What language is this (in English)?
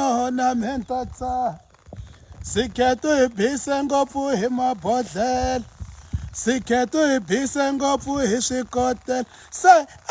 Tsonga